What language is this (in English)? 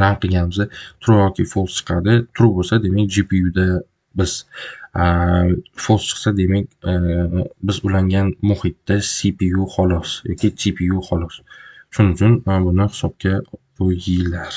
Uzbek